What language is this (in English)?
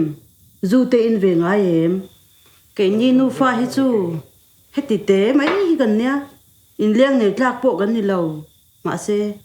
Mizo